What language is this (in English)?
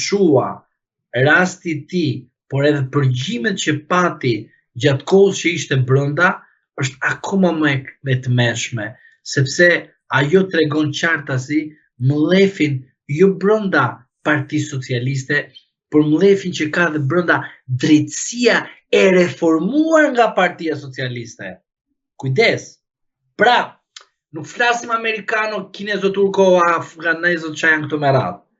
Albanian